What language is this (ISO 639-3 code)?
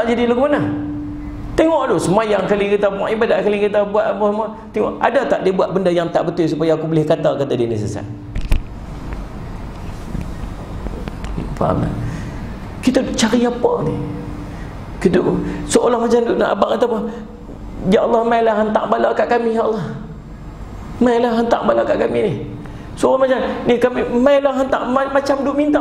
msa